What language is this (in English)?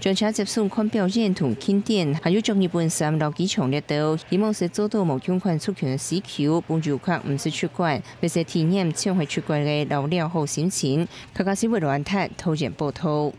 Hakka Chinese